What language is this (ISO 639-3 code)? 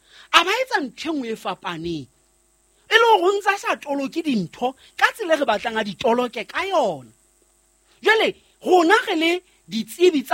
sot